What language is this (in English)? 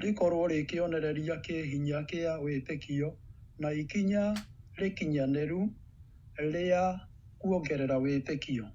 Kikuyu